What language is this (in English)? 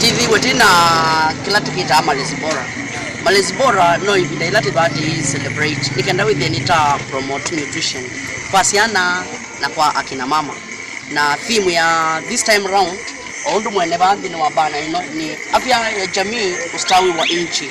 Kamba